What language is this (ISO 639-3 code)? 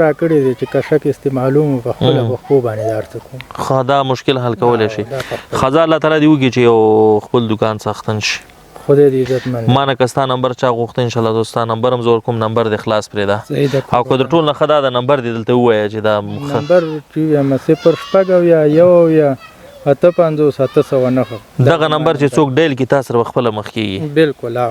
pus